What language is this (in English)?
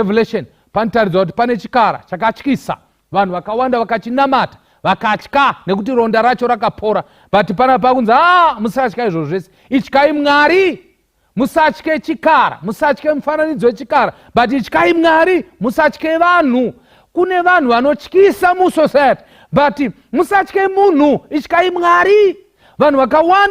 Shona